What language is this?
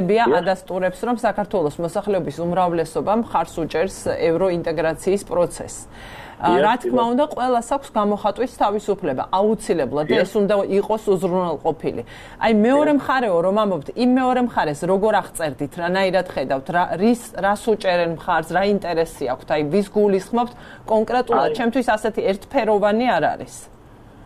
Georgian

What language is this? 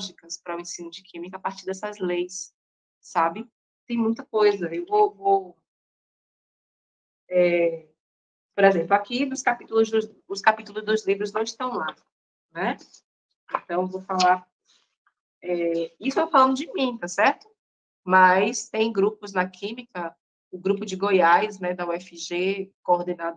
Portuguese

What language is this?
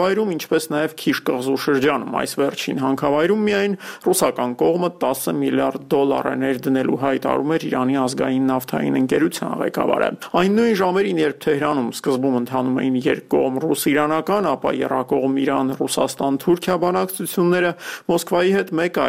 Armenian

